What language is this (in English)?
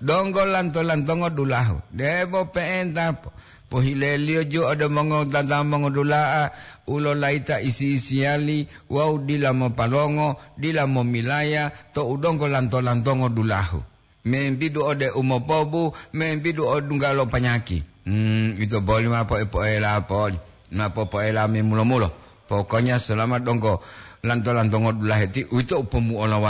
Gorontalo